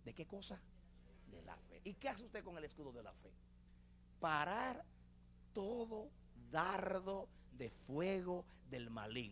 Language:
Spanish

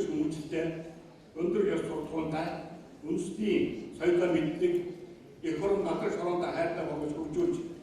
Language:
Mongolian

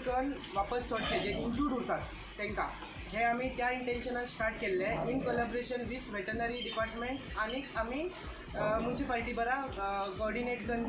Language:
Konkani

